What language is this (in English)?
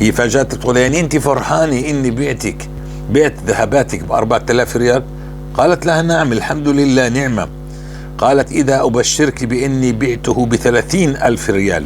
North Levantine Arabic